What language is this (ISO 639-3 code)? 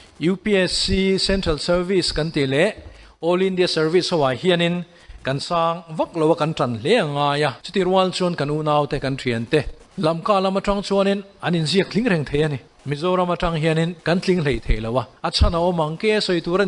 lus